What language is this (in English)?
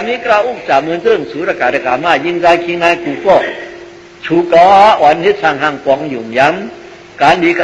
Shan